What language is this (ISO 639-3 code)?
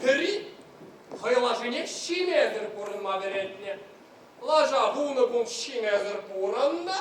chv